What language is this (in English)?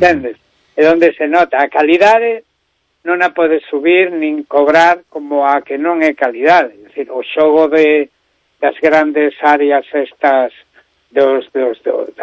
Galician